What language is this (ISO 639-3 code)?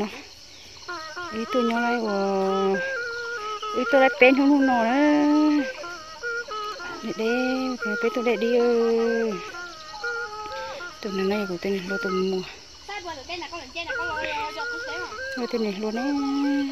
vie